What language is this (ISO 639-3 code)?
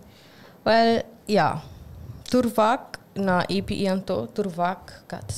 pap